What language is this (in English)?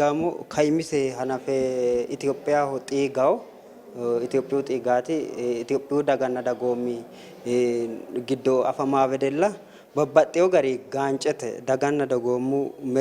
Sidamo